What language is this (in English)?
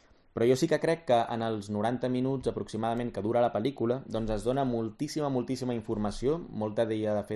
Catalan